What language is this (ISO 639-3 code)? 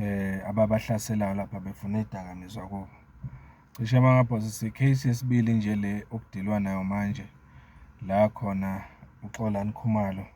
zul